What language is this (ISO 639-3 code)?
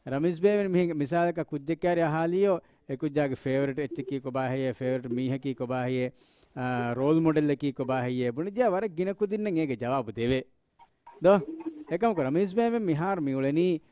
div